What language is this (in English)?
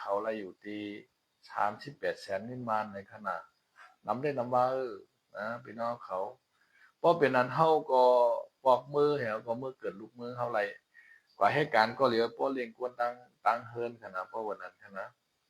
Shan